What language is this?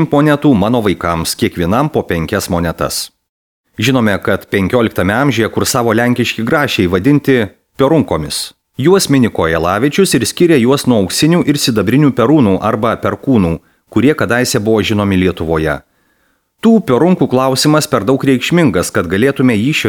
Lithuanian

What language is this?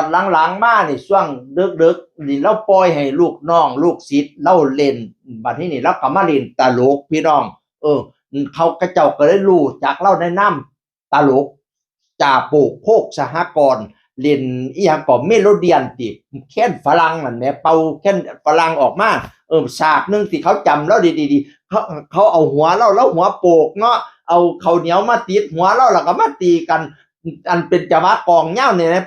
Northeastern Thai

